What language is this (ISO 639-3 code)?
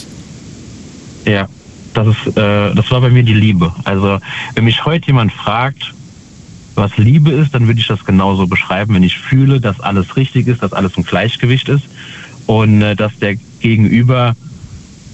deu